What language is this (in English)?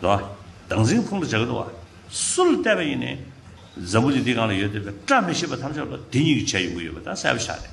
Tibetan